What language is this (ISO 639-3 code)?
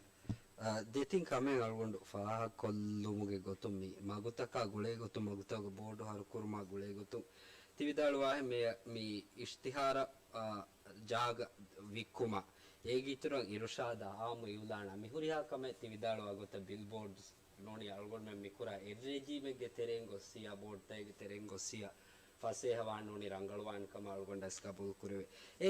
div